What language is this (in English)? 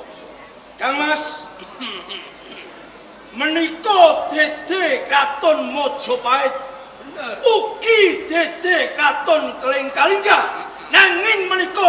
Javanese